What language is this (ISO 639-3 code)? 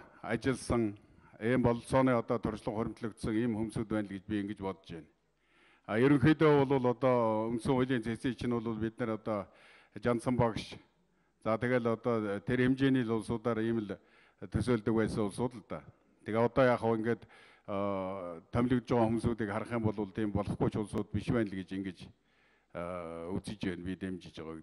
mon